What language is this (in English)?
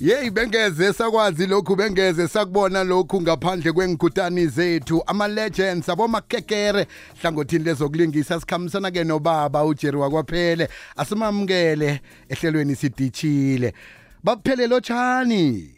South Ndebele